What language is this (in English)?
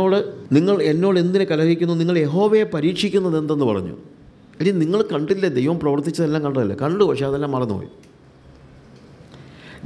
Malayalam